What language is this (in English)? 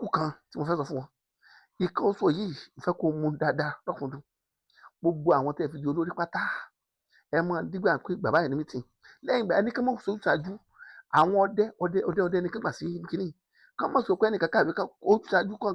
Yoruba